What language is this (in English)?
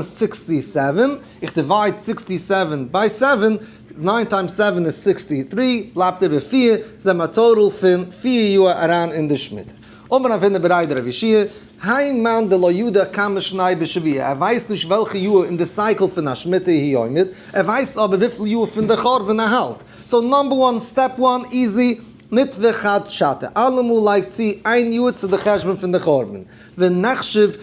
Yiddish